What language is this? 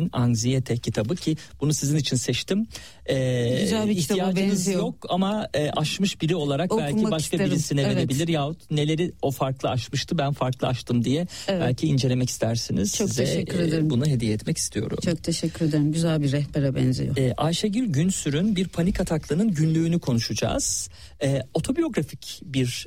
Turkish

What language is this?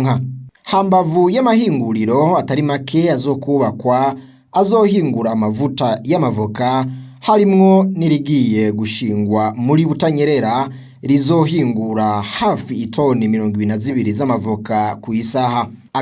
Rundi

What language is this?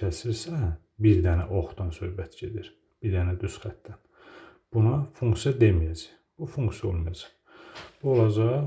Azerbaijani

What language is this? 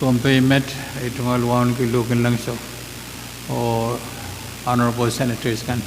Pohnpeian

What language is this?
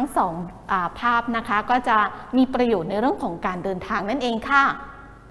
Thai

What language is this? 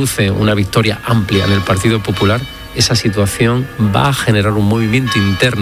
Spanish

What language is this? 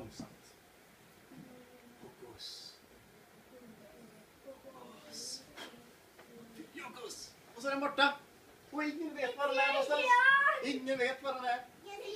Swedish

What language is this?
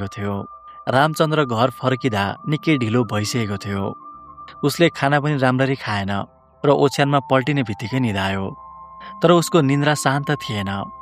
Nepali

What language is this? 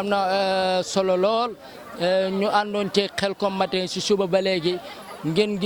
Wolof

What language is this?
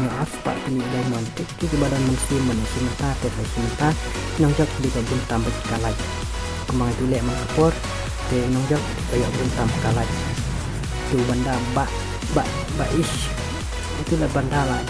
Khasi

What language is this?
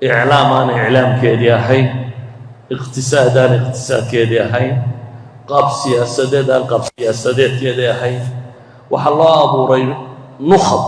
Somali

